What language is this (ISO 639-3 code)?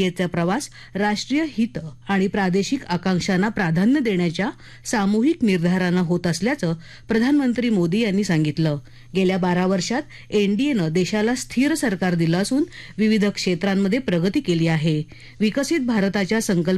mar